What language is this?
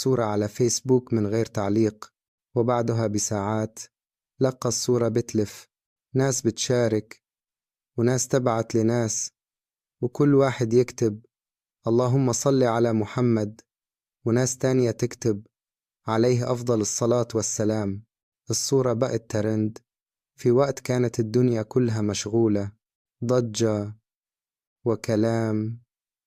Egyptian Arabic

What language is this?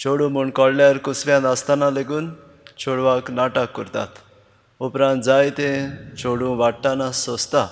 Konkani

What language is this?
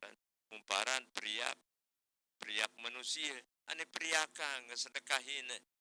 Sasak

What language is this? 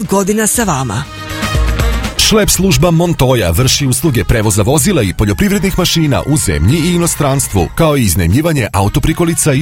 Serbian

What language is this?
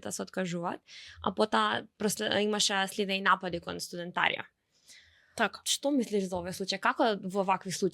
Macedonian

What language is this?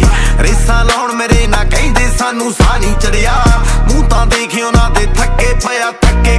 Punjabi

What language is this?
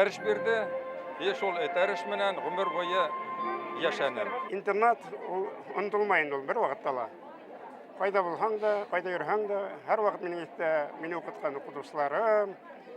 Bashkir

